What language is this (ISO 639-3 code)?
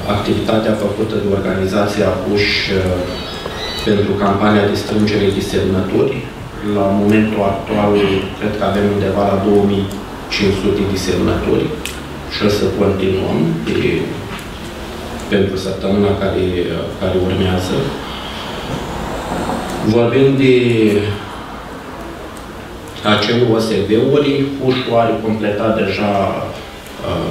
ron